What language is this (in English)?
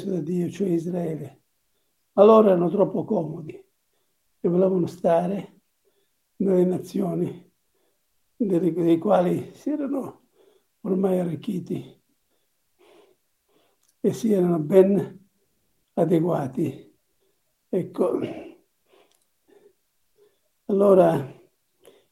Italian